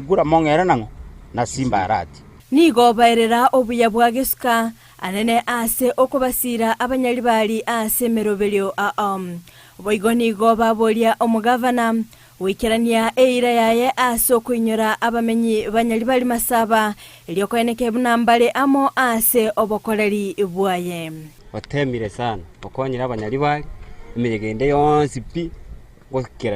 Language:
Gusii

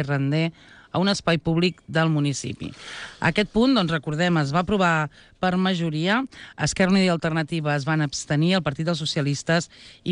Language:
Catalan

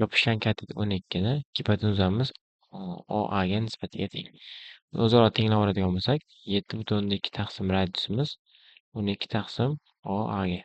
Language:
Uzbek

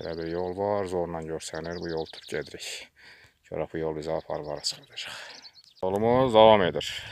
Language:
Azerbaijani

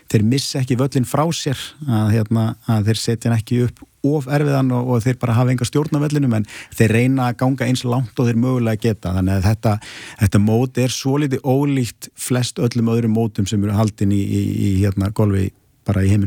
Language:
Icelandic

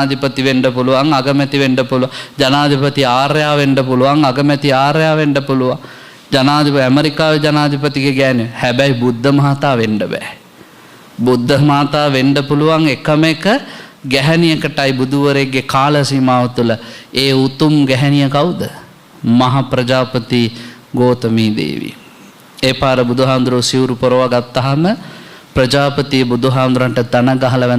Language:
Sinhala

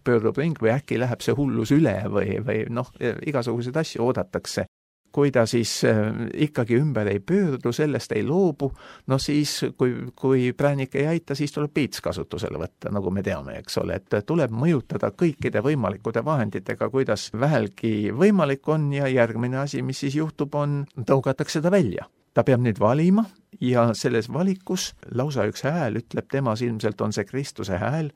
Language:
Estonian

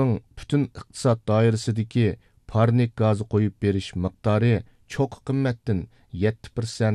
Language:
Uyghur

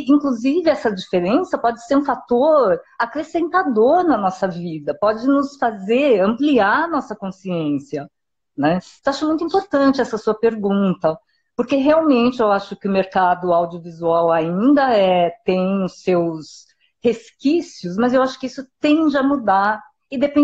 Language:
Portuguese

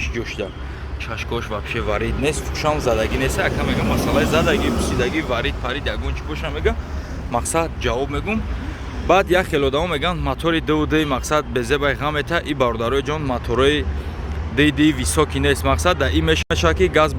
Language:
Tajik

